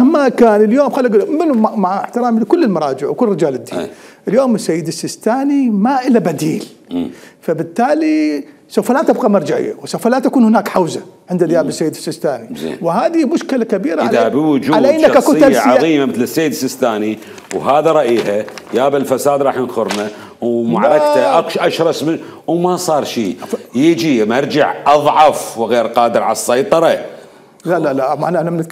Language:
Mesopotamian Arabic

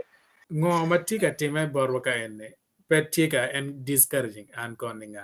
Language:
Acoli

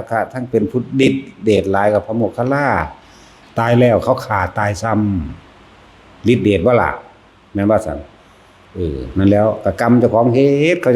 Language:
Northeastern Thai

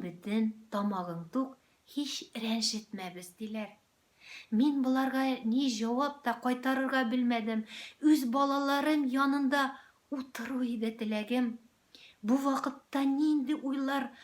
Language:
Tatar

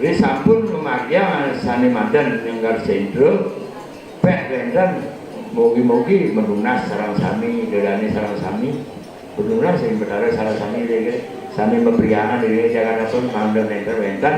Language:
Balinese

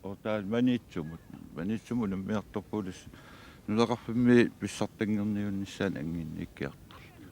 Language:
Kalaallisut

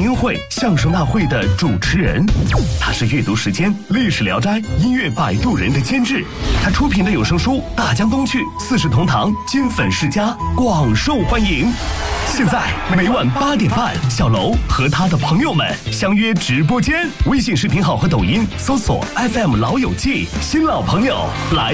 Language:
Chinese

